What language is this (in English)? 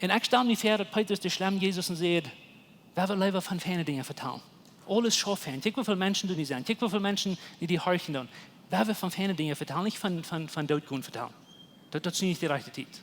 Plautdietsch